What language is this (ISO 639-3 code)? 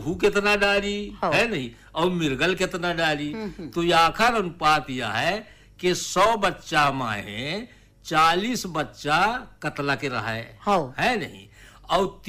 bho